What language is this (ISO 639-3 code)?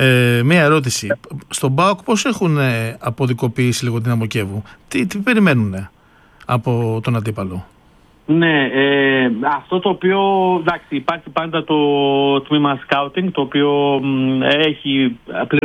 ell